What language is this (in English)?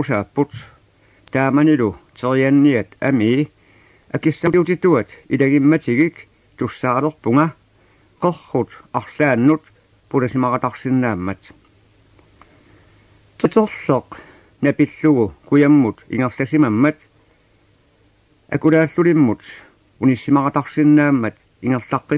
Kalaallisut